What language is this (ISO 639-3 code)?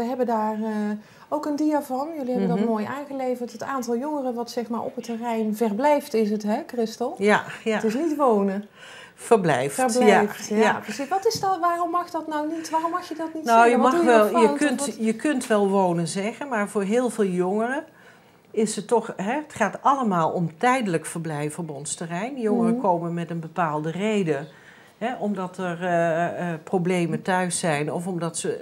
nld